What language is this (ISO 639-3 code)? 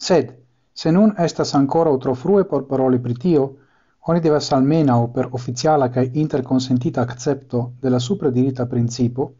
epo